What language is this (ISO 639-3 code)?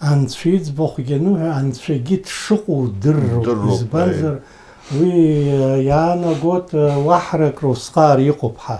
abk